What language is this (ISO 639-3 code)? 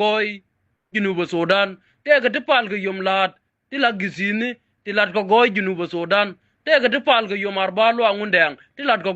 nus